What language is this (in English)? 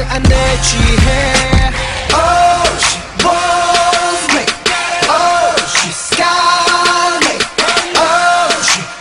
Korean